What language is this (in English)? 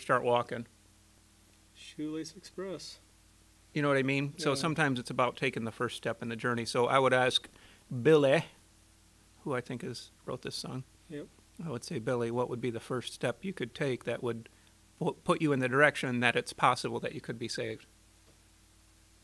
English